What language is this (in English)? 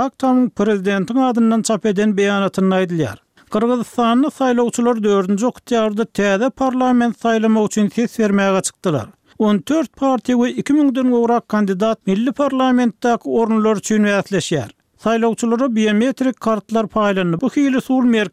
Turkmen